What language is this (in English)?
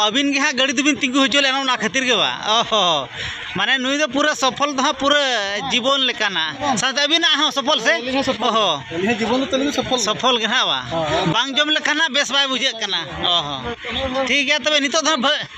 Santali